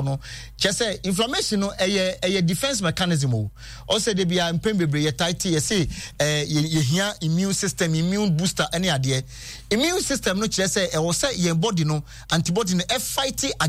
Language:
Akan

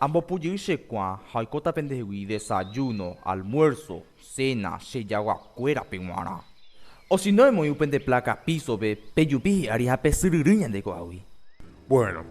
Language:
Guarani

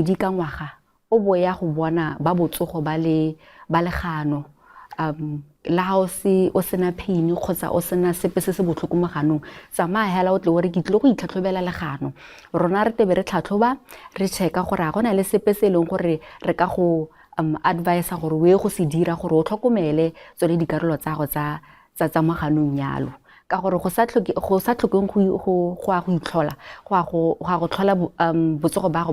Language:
Tswana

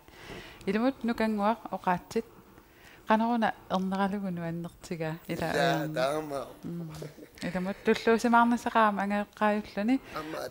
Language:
Kalaallisut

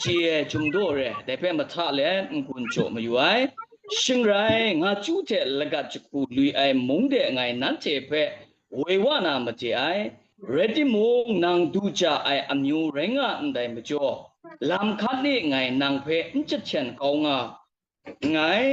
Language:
Kachin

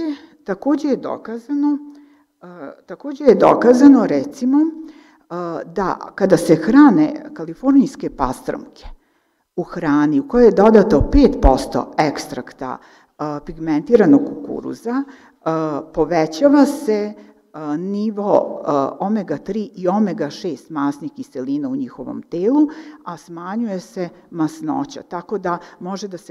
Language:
Serbian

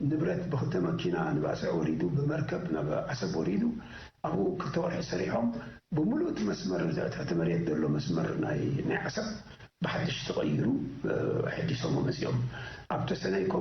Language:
Tigrinya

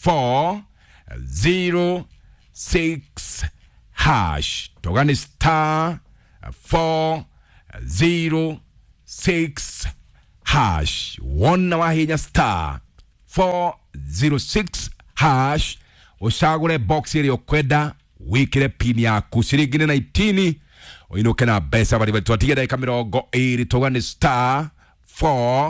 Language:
Kikuyu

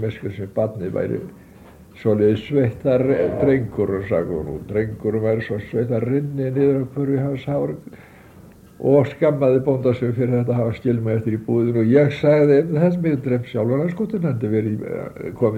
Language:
Icelandic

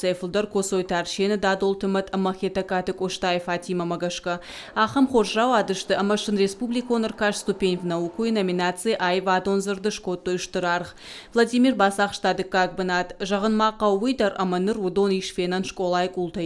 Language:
Ossetic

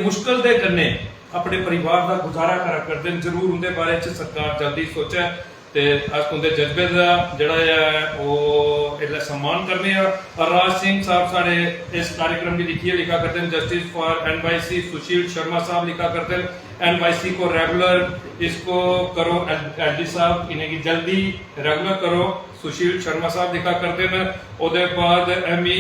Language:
Dogri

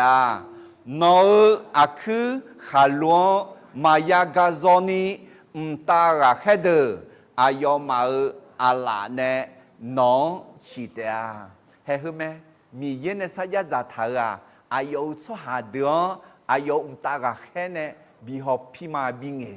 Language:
Akha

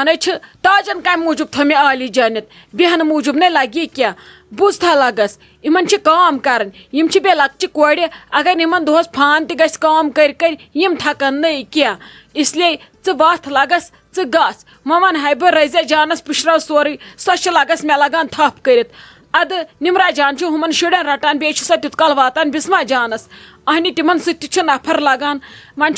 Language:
Kashmiri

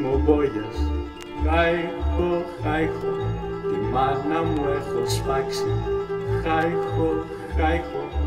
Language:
Greek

